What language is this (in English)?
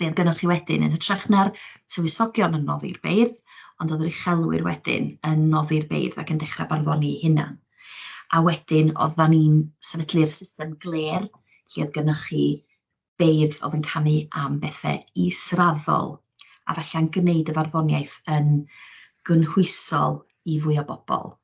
Welsh